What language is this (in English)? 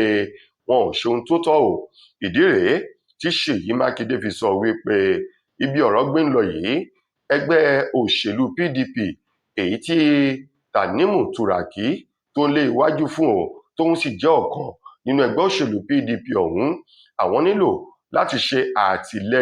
Yoruba